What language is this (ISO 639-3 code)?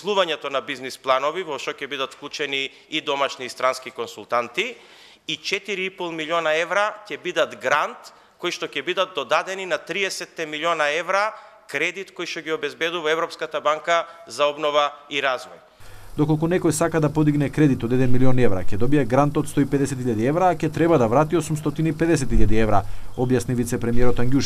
mkd